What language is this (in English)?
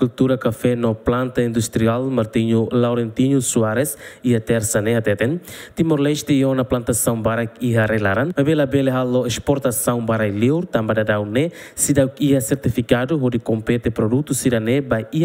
Tetum